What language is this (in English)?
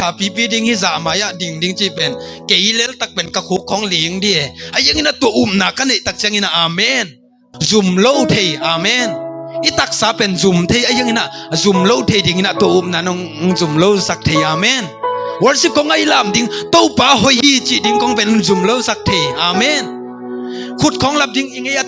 Tedim Chin